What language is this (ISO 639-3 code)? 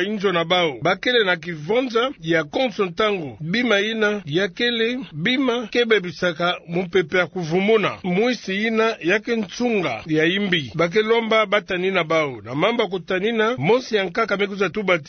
ktu